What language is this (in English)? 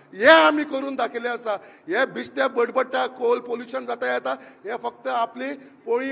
Konkani